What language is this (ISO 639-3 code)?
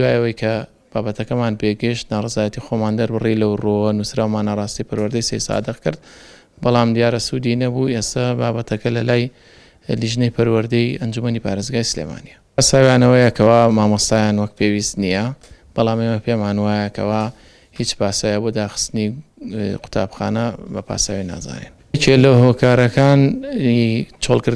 ckb